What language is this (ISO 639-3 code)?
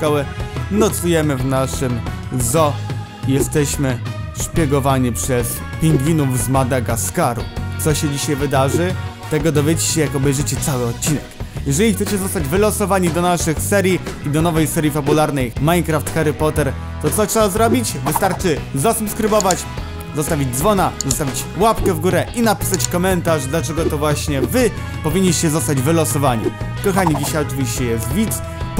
pol